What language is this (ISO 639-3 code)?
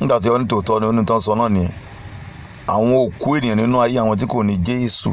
yor